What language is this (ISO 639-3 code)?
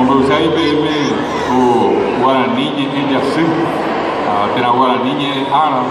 grn